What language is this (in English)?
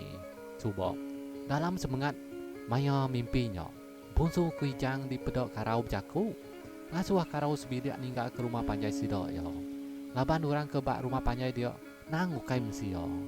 Iban